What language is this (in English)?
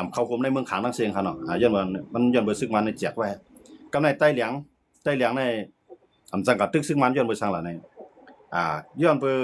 Shan